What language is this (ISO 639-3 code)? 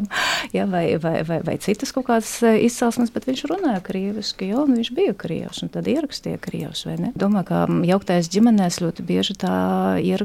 lav